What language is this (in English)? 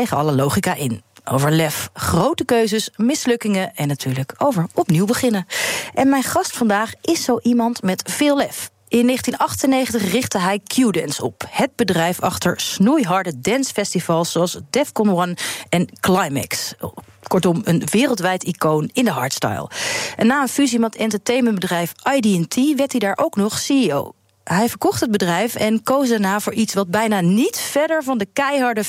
Dutch